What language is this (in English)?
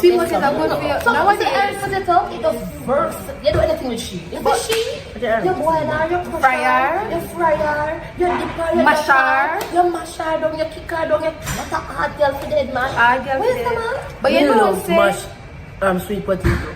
Jamaican Creole English